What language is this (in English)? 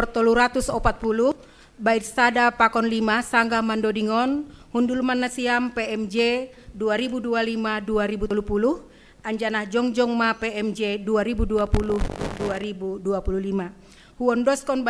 Batak Simalungun